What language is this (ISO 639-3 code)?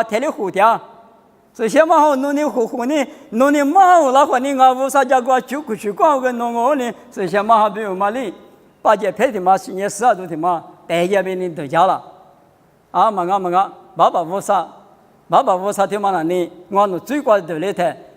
lis